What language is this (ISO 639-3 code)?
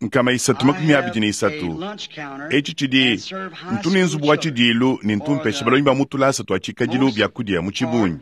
lua